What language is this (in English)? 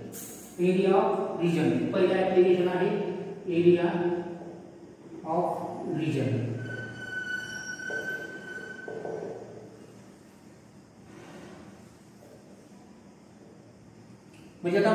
Marathi